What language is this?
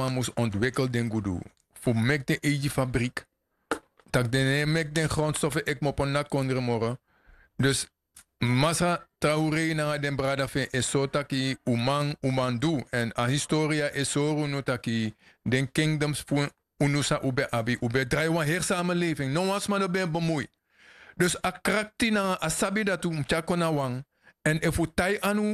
Sranan Tongo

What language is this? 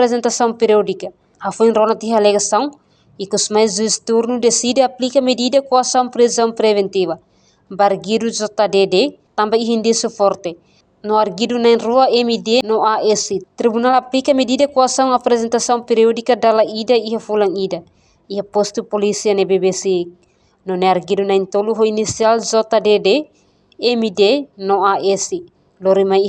Tetum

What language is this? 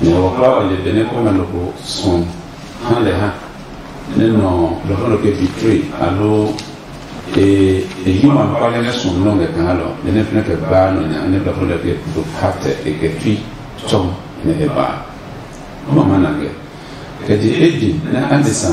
Adangme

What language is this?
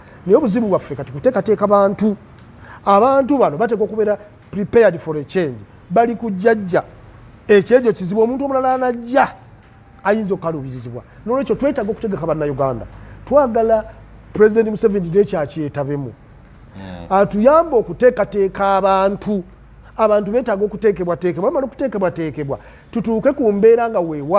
Ganda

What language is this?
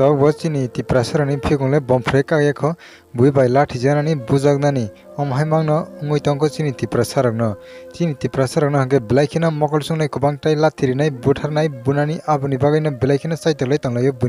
Kok Borok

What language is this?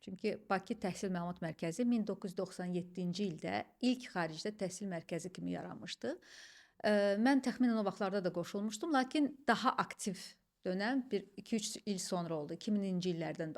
Azerbaijani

